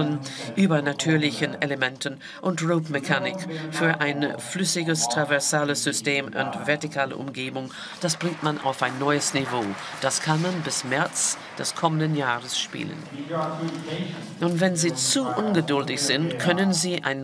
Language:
German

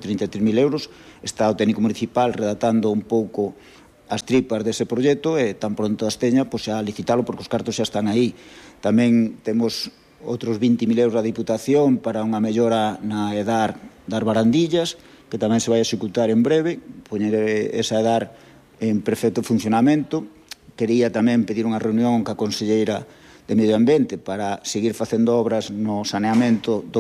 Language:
Galician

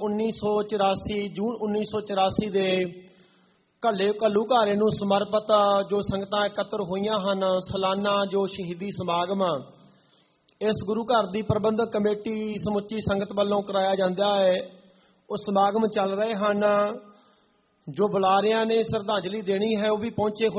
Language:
Punjabi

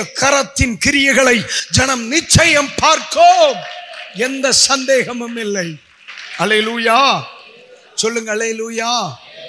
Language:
Tamil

